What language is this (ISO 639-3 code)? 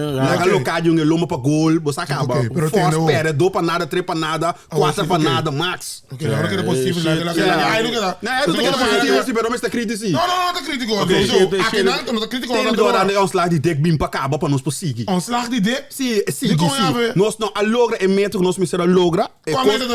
pap